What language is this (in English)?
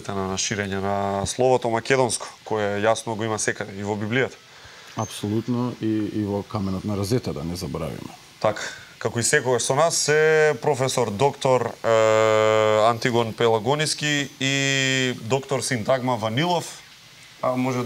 Macedonian